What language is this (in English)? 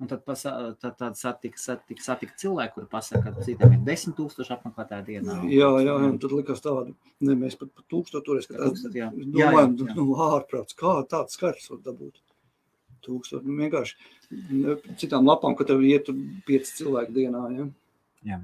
Latvian